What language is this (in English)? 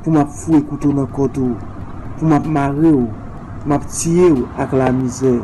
Haitian Creole